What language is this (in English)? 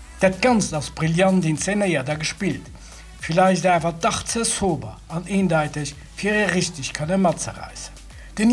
Luxembourgish